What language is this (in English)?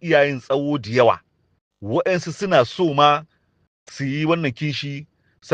Hausa